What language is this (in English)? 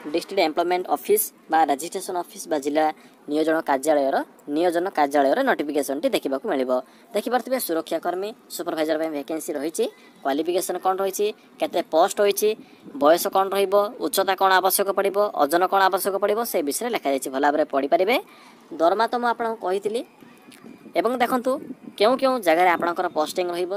Odia